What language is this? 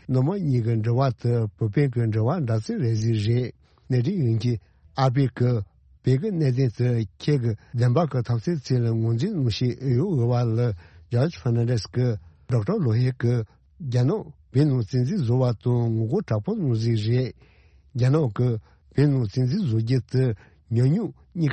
Tibetan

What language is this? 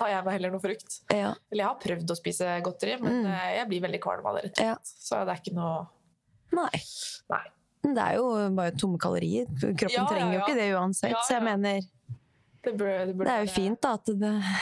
Norwegian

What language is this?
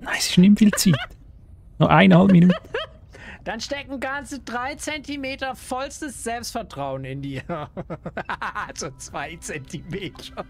Swiss German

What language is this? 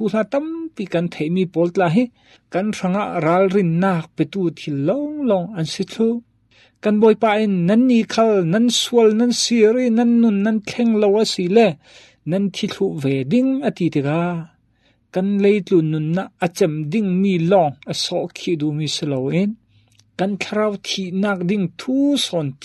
Falam Chin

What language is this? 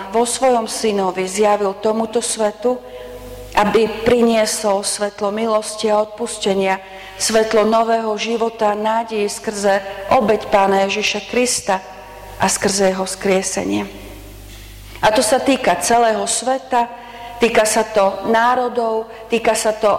Slovak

